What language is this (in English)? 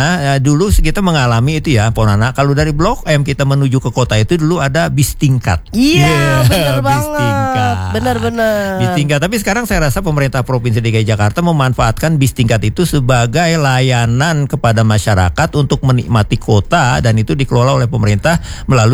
Indonesian